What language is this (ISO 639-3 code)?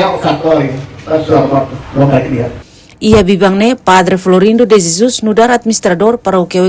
tet